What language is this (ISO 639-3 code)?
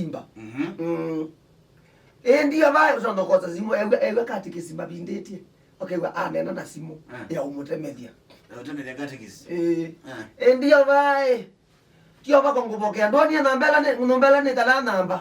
kam